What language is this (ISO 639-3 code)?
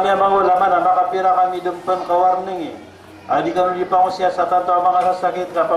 mrw